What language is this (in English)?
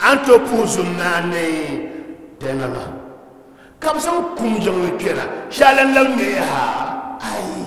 Dagbani